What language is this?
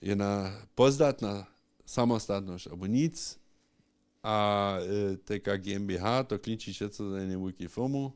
Upper Sorbian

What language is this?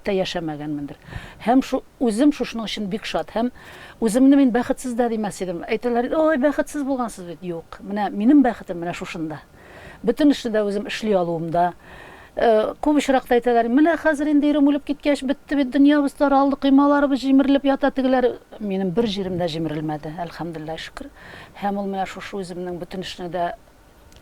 Tatar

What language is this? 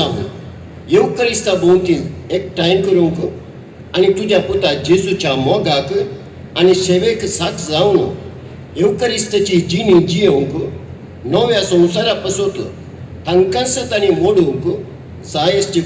Konkani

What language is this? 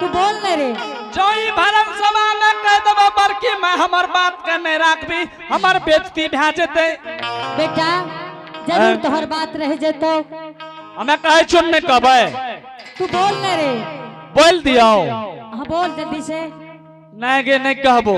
Angika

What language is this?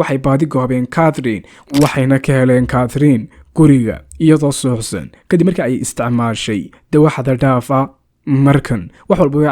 Somali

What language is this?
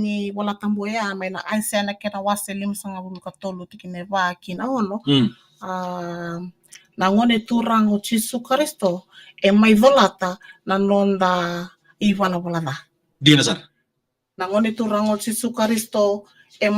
Fijian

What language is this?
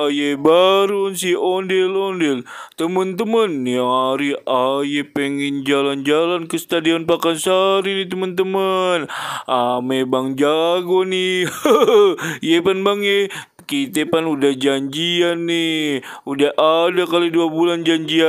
Betawi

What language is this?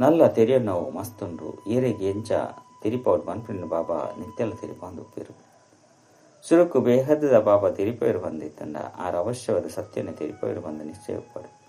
Tulu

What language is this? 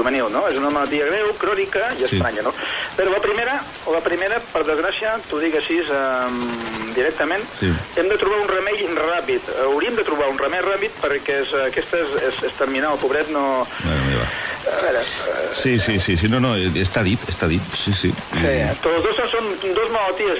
Catalan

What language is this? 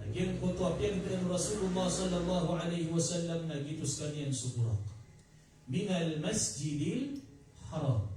Maranao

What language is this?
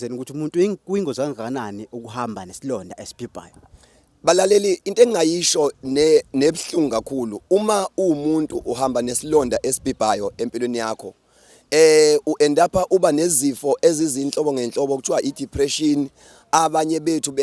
Zulu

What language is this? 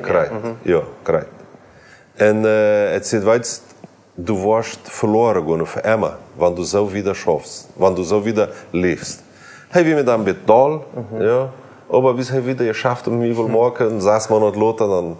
Plautdietsch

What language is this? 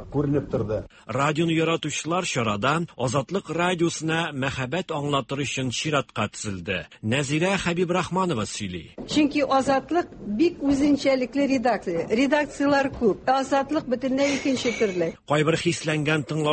Tatar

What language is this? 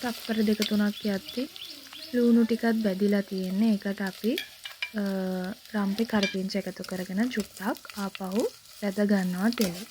Sinhala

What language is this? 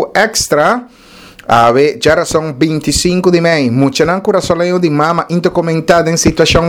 Papiamento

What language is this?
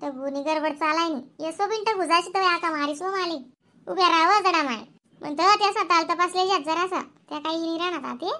Khandesi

